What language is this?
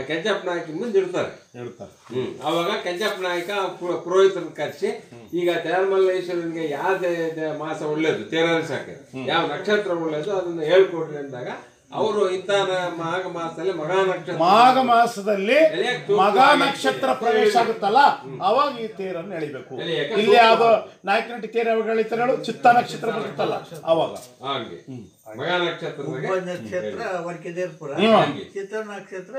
Kannada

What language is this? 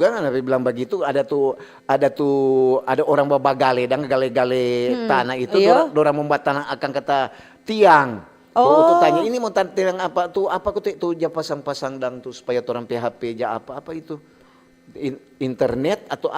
Manado Malay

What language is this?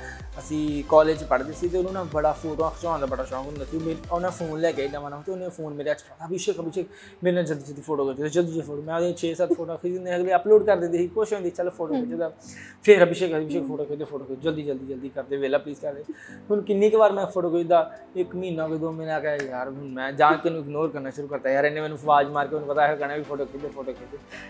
Punjabi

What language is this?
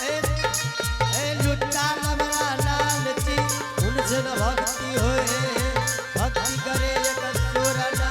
Angika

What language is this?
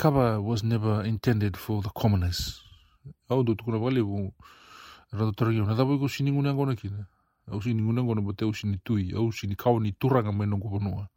Fijian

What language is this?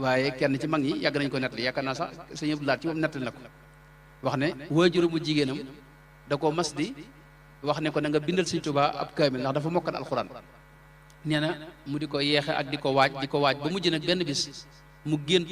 Wolof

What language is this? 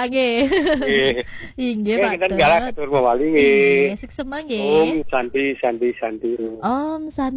Balinese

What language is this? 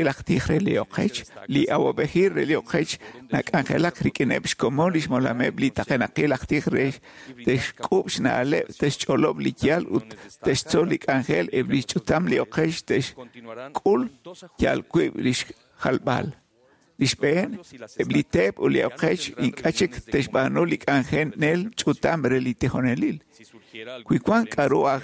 Kekchí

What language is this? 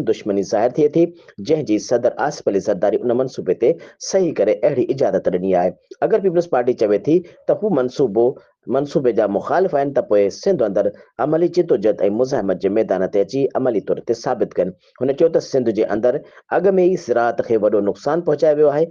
Sindhi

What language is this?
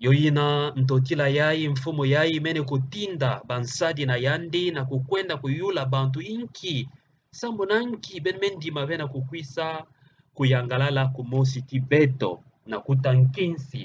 Kituba (Democratic Republic of Congo)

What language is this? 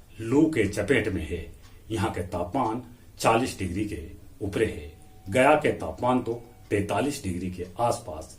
Magahi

